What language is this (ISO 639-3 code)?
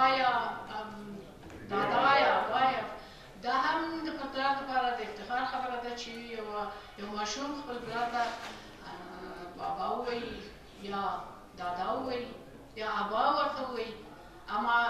pus